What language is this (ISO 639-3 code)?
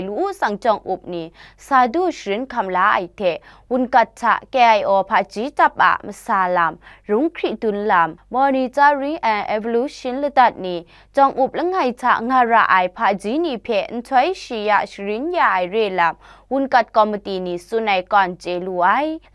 kac